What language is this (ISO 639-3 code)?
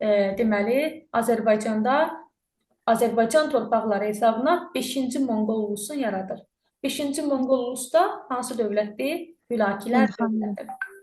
aze